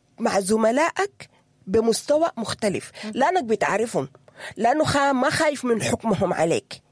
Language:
Sudanese Arabic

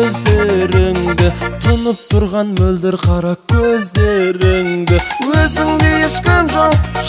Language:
Kazakh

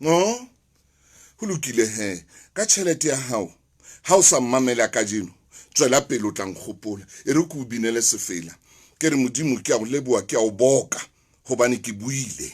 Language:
Southern Sotho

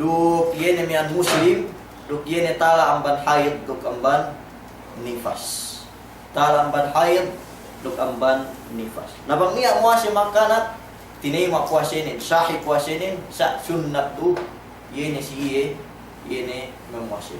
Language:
Yakan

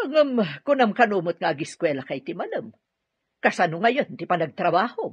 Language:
Iloko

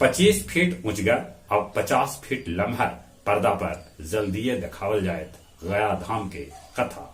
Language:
Magahi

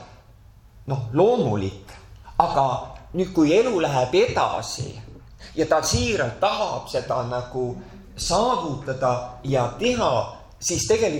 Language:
Estonian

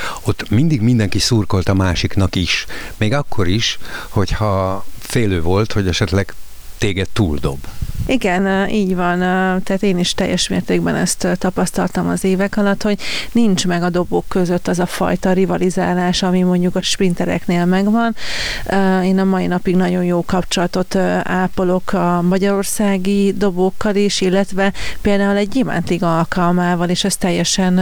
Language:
Hungarian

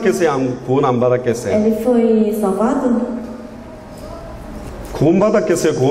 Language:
Korean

